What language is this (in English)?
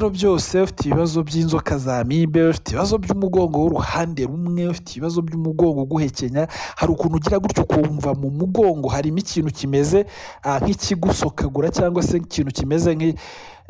Kinyarwanda